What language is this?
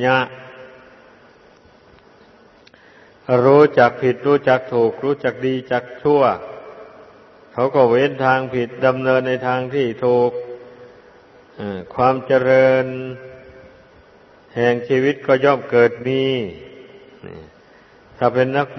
Thai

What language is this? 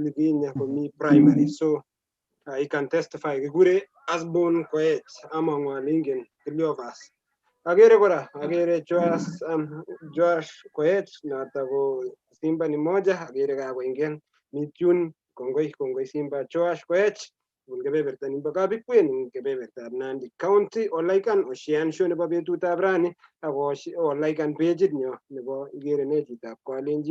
Kalenjin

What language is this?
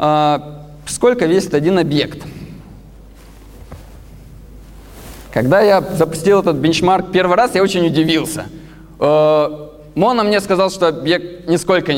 Russian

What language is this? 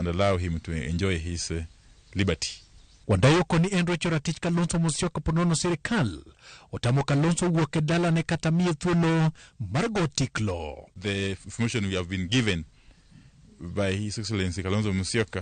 Luo (Kenya and Tanzania)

